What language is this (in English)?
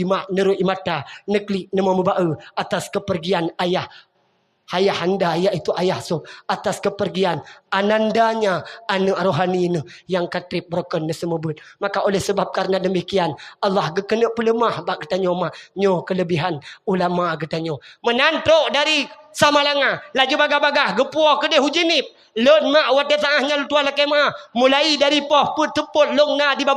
Achinese